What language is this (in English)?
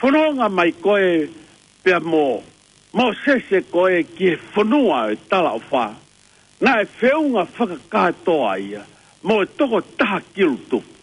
Tongan